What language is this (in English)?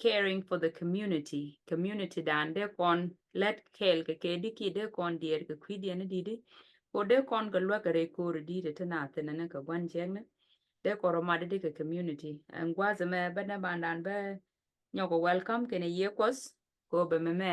Nuer